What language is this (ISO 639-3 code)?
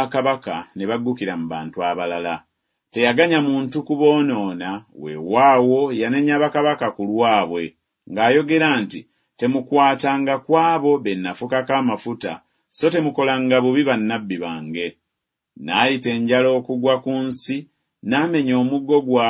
lug